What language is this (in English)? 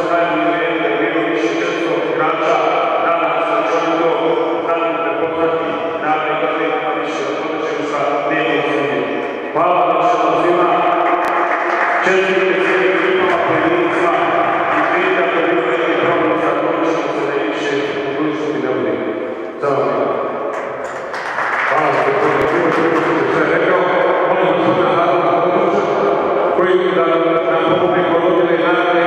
Bosnian